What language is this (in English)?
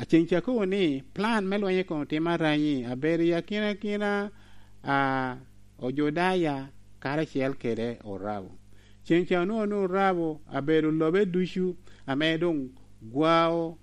Lango (Uganda)